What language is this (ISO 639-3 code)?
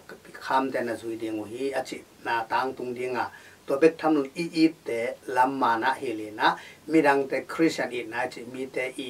ctd